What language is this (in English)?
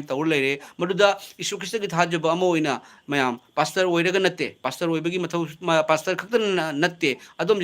Manipuri